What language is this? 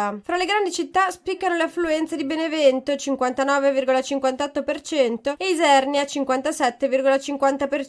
Italian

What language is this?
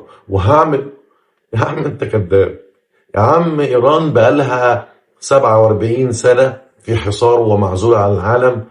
Egyptian Arabic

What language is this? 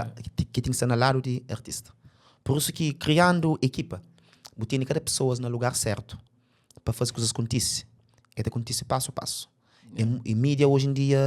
Kabuverdianu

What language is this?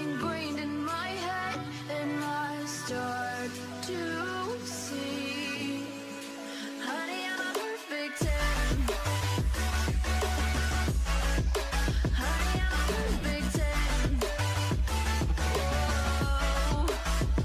English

